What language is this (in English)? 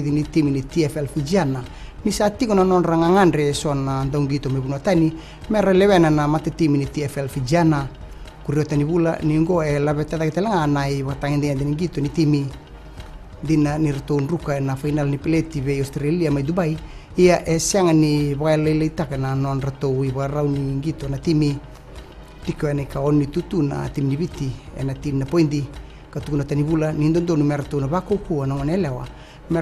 Fijian